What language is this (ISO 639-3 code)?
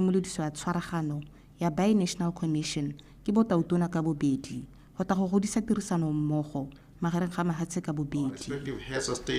tsn